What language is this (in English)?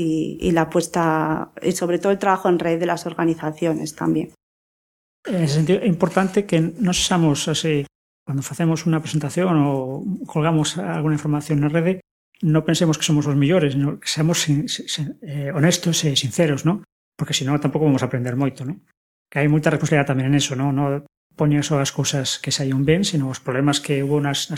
Galician